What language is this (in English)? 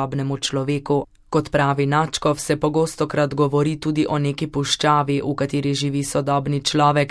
Slovenian